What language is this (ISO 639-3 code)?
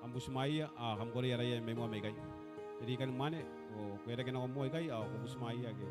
gil